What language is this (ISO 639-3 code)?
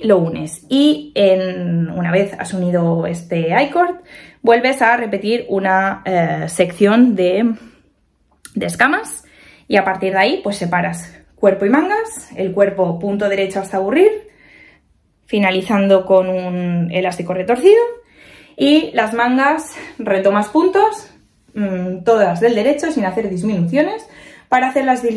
spa